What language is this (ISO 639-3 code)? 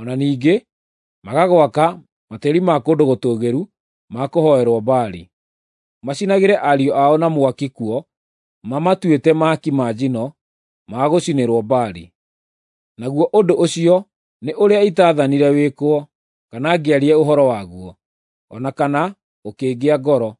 kik